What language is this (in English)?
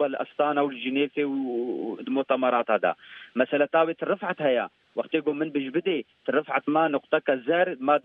Kurdish